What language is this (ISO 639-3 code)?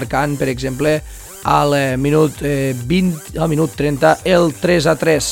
cat